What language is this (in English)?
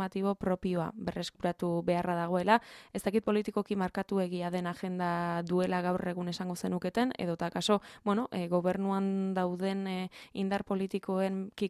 Basque